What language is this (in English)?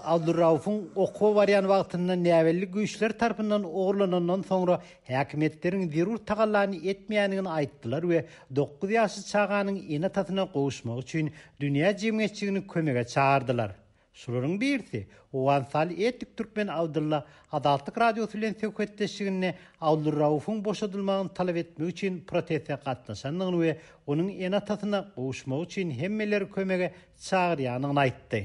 Turkmen